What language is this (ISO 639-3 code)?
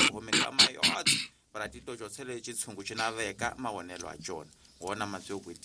tso